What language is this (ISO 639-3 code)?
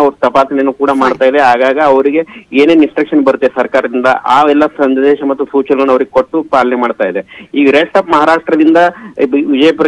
kan